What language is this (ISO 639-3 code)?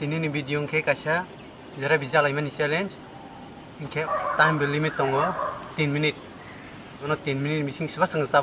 trp